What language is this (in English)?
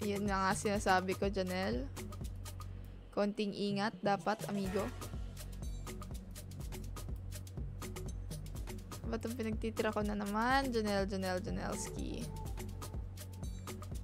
Filipino